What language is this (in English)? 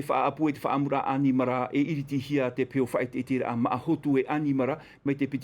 Tahitian